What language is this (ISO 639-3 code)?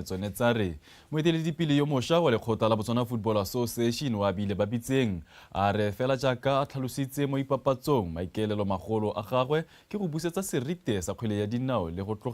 tsn